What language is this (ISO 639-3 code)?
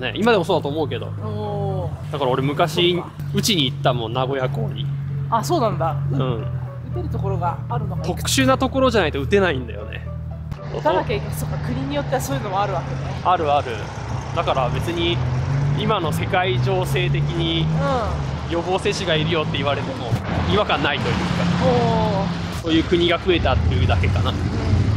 jpn